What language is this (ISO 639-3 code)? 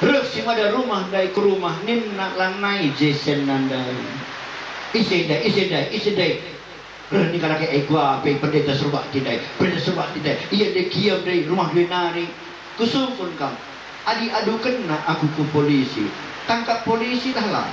btx